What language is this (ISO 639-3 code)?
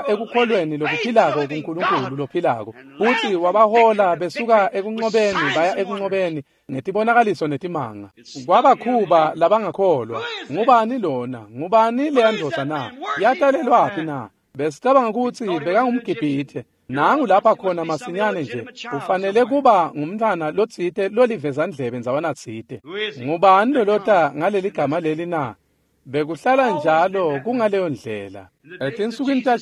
ssw